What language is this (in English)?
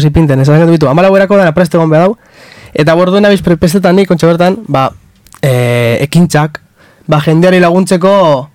Basque